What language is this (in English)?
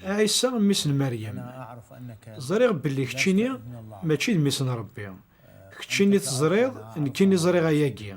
Kabyle